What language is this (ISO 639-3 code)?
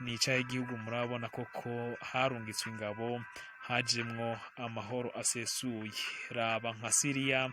run